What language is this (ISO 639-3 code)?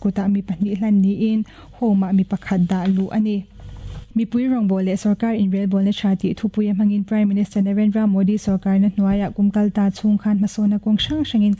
lus